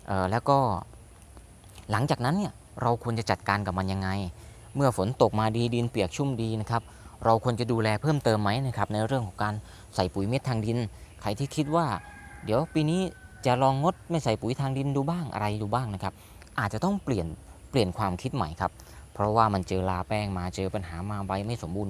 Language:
Thai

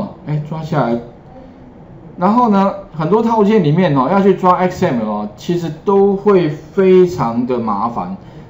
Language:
Chinese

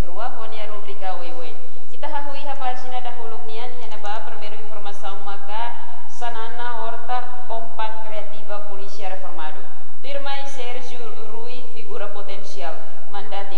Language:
Tetum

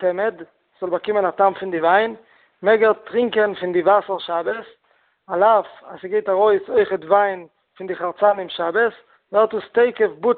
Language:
Yiddish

